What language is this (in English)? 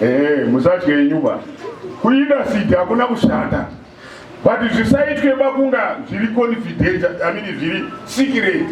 Shona